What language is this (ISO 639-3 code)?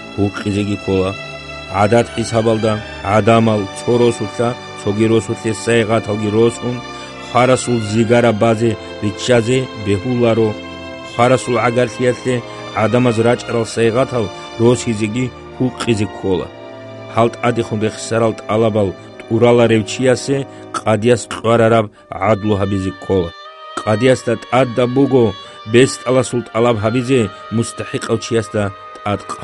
ava